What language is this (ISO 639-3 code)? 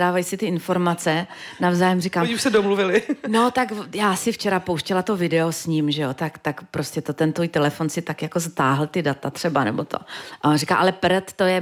ces